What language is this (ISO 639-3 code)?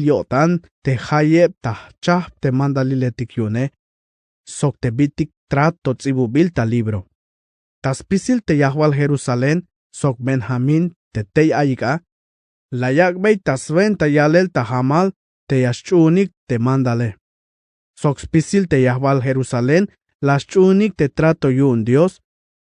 tzh